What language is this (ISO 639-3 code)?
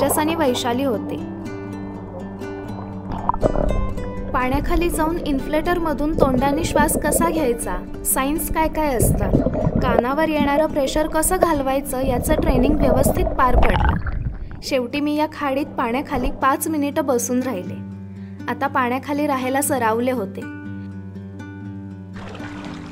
mar